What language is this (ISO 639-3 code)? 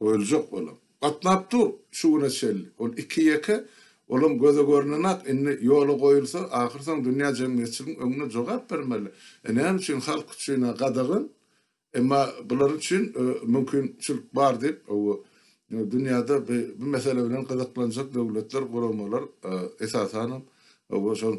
tuk